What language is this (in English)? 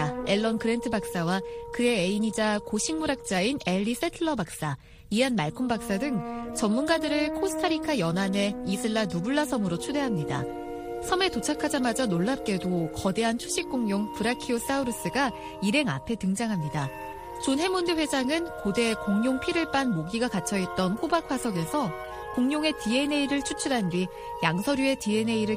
Korean